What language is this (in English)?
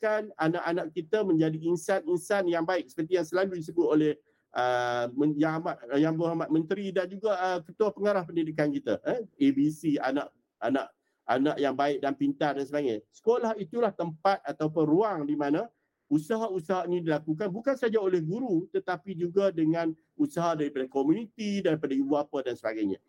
Malay